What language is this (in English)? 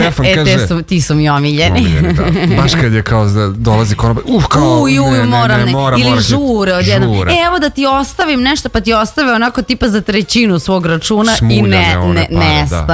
Serbian